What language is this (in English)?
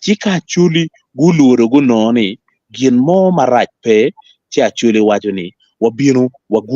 Acoli